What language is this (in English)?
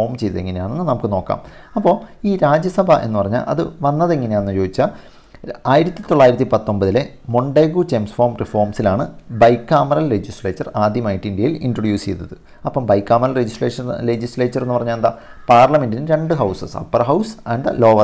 Malayalam